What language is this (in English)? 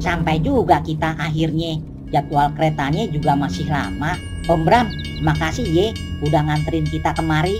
Betawi